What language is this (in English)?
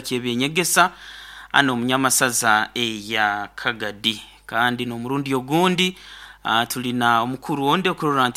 Nyankole